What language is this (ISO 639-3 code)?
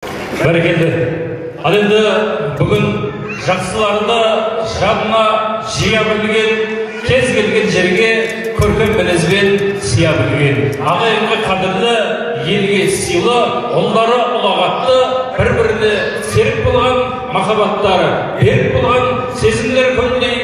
kaz